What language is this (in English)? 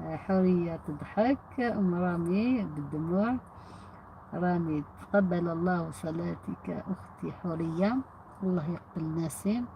Algerian Arabic